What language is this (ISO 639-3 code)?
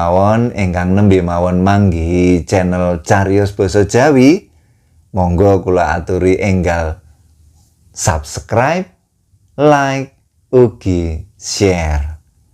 jav